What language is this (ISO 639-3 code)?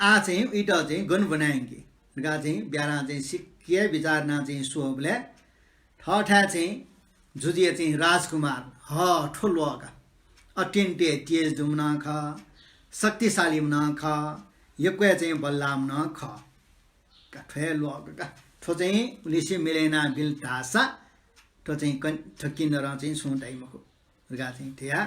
new